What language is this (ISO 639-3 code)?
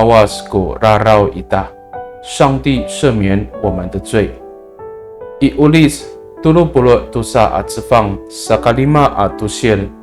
ami